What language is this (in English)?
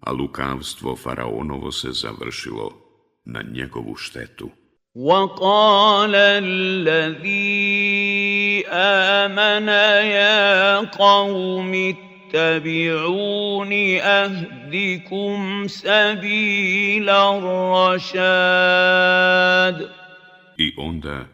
Bosnian